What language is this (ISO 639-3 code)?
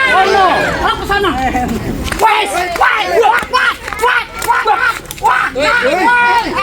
bew